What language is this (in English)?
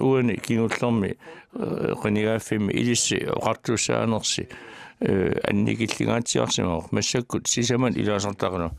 Kalaallisut